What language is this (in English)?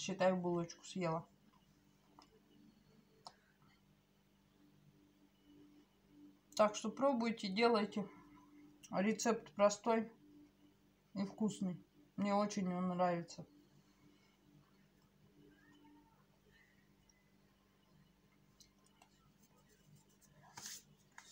Russian